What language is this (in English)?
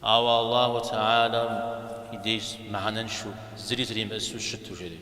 Kabardian